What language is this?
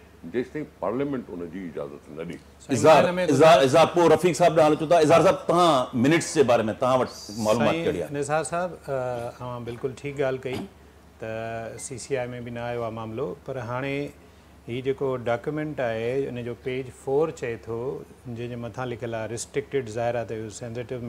Sindhi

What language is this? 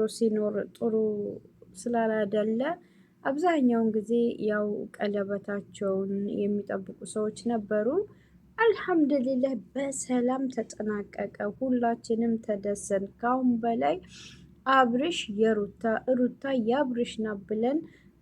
Amharic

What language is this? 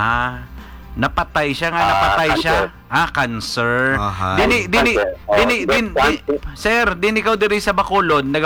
Hiligaynon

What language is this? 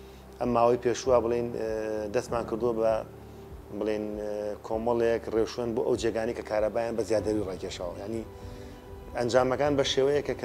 Central Kurdish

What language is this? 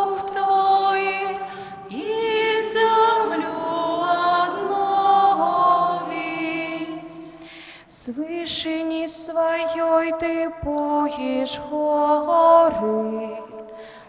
Belarusian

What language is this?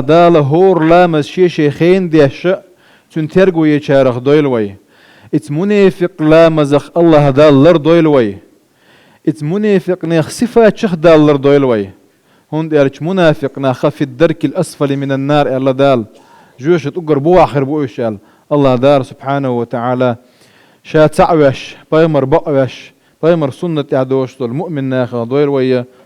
Chechen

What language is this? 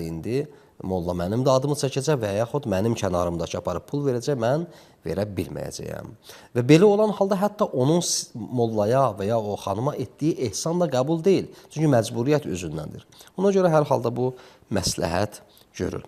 Azerbaijani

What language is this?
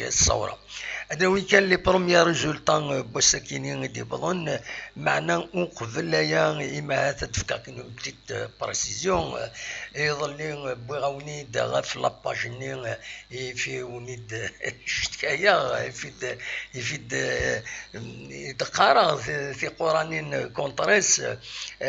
Kabyle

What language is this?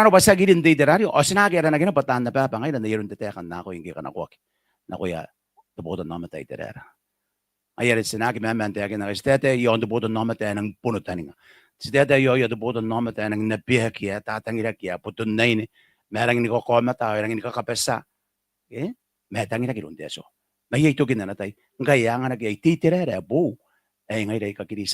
Gilbertese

